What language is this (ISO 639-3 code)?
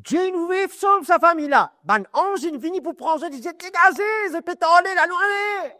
mfe